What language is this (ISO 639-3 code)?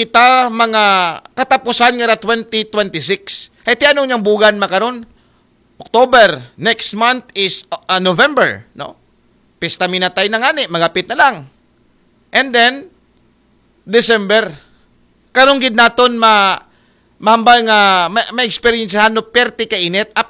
akl